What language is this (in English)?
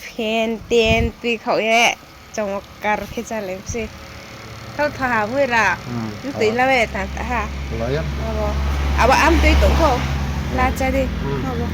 Riang (India)